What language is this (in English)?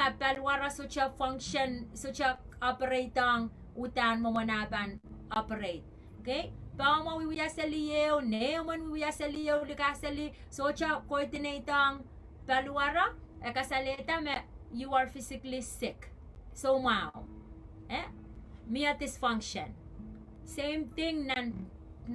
Pohnpeian